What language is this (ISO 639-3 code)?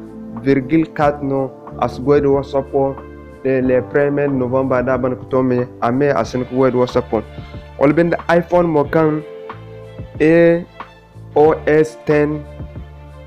dje